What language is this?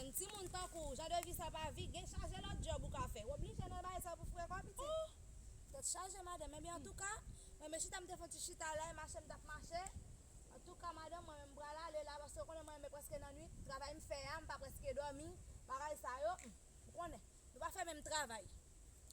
Haitian Creole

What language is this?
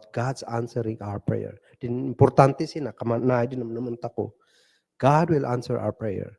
Kankanaey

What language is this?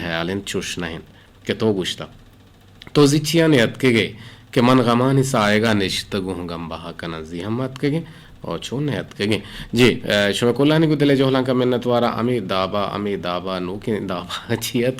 Eastern Balochi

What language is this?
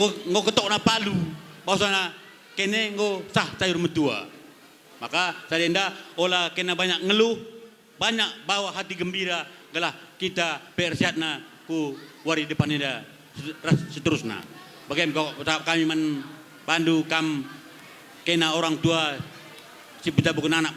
Batak Karo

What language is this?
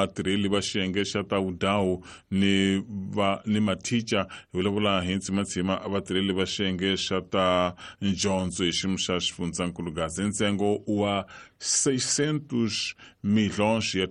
Tsonga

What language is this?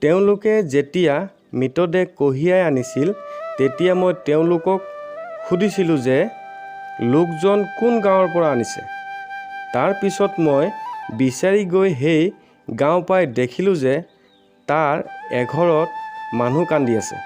Assamese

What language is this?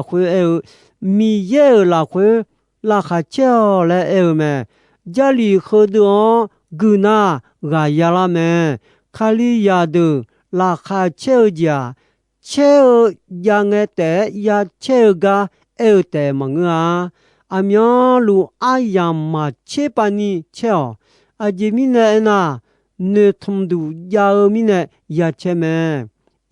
Akha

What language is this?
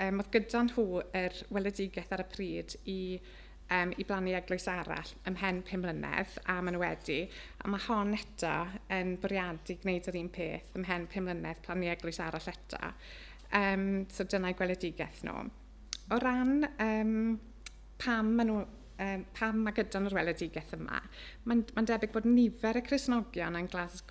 Welsh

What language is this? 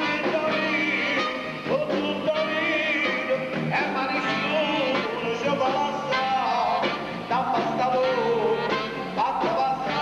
Neapolitan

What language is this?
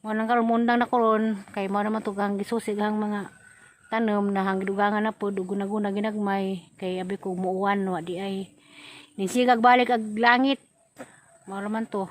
Cebuano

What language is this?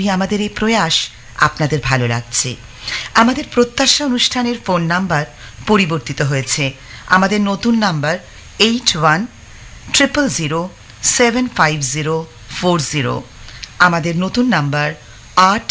Bangla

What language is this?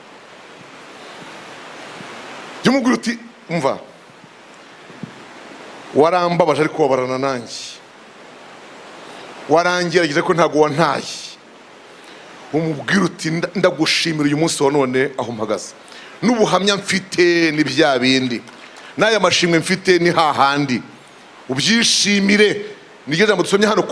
Kinyarwanda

